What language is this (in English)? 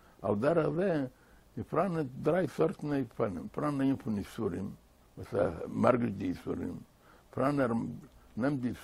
Yiddish